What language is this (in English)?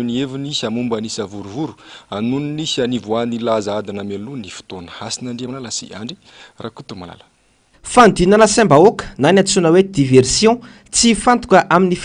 Malagasy